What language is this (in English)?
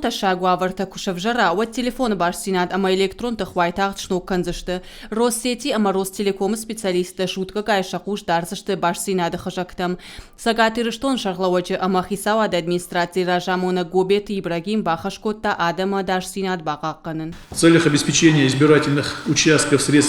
Ossetic